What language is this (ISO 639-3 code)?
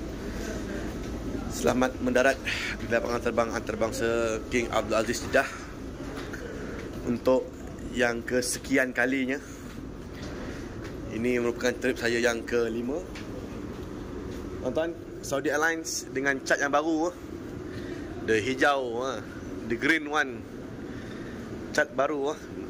msa